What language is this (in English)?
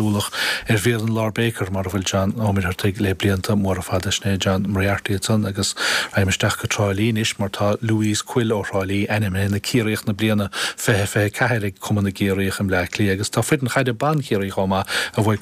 Irish